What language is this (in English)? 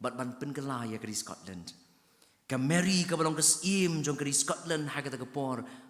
Khasi